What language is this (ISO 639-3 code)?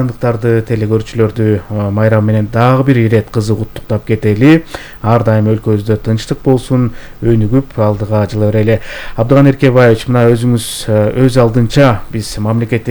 kir